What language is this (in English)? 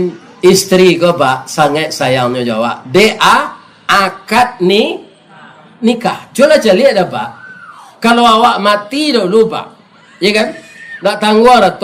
Minangkabau